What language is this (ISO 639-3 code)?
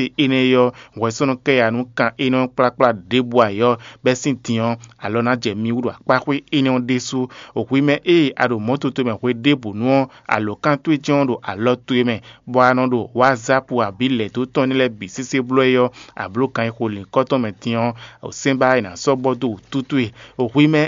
fon